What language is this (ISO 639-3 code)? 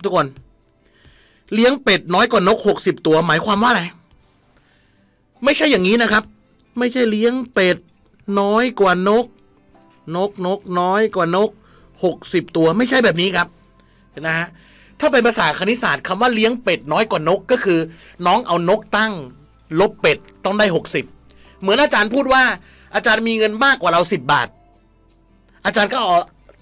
tha